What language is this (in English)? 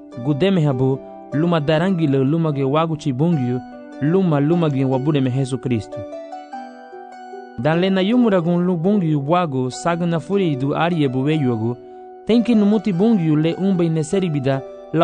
Garifuna